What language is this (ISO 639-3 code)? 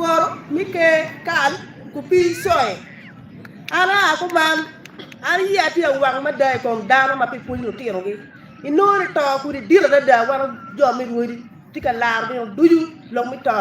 ach